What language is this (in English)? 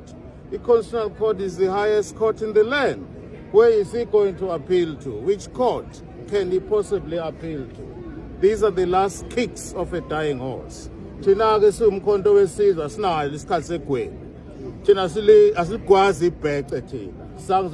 Zulu